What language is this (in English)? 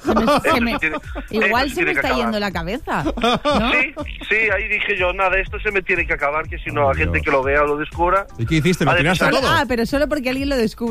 Spanish